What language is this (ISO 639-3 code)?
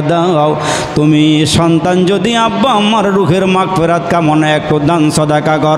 ben